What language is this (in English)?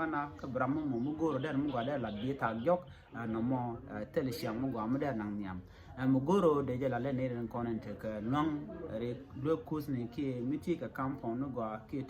Nuer